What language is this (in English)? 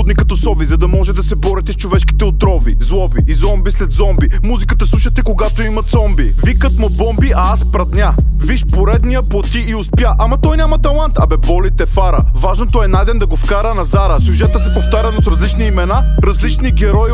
Bulgarian